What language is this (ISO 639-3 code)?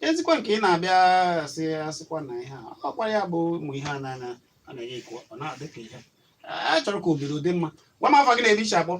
ibo